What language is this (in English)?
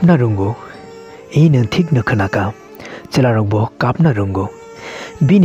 Kok Borok